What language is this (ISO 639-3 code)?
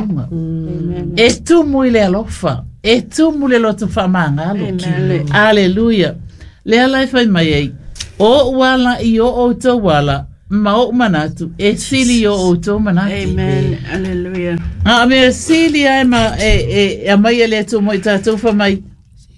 smo